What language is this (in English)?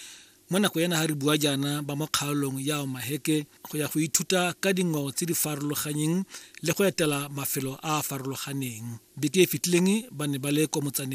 Tswana